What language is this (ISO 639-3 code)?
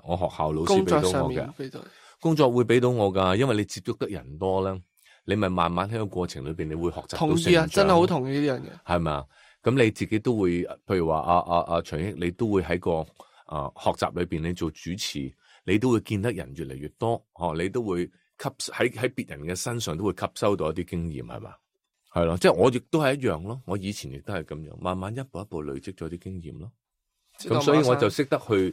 yue